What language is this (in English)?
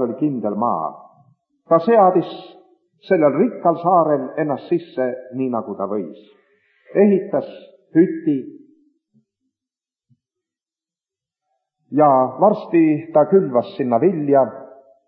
Estonian